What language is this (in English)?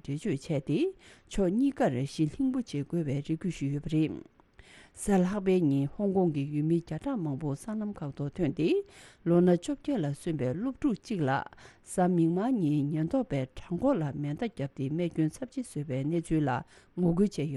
Tibetan